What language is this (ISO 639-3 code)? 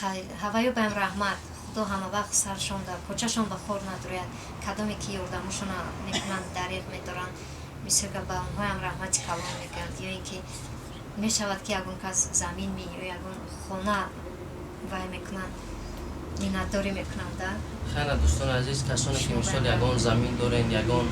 tgk